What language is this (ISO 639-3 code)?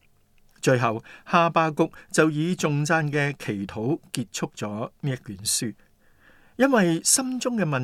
yue